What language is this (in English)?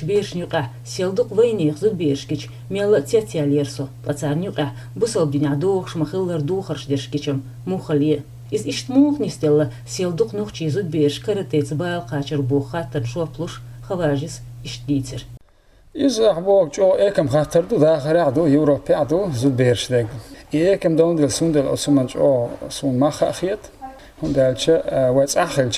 Chechen